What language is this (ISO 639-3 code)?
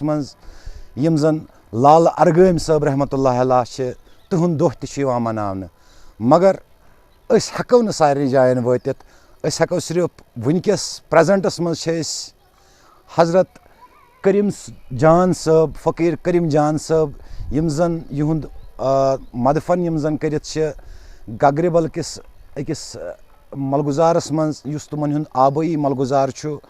kas